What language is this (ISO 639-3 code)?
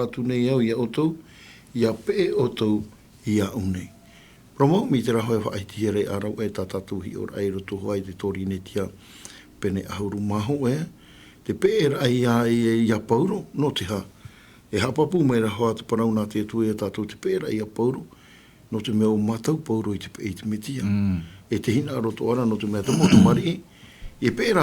tah